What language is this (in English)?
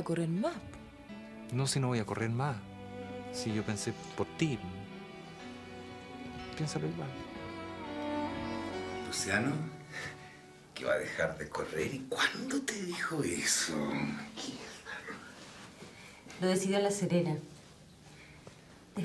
Spanish